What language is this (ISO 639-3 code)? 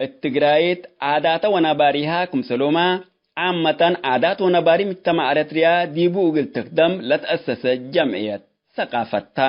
tig